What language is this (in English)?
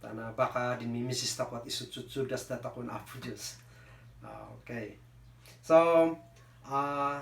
Kankanaey